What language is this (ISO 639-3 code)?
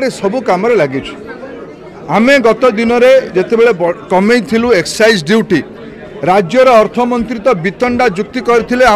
ori